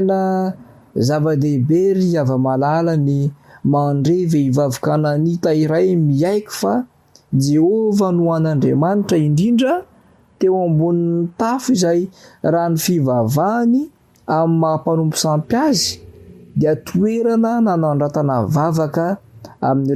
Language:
Malagasy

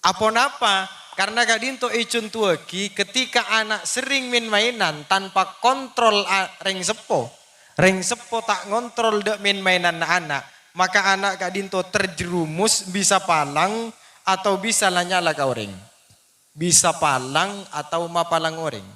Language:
Madurese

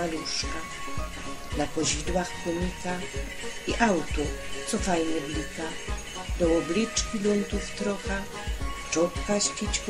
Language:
Silesian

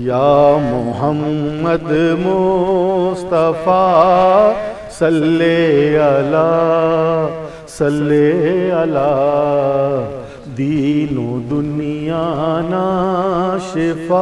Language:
Brahui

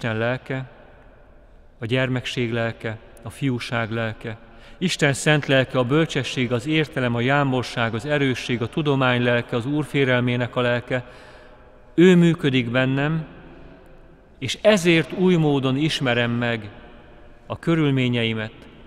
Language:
Hungarian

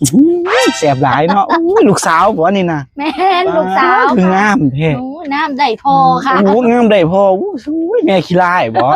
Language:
Northeastern Thai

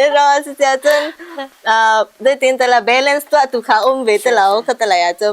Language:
Hakha Chin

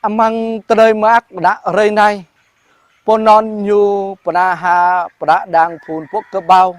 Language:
Jarai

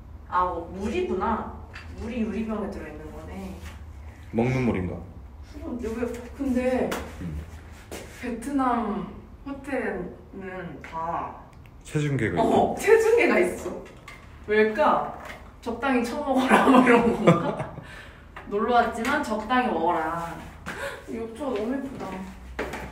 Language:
Korean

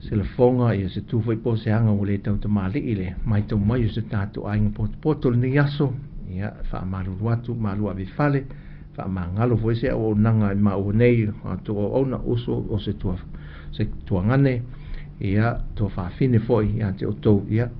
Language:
Samoan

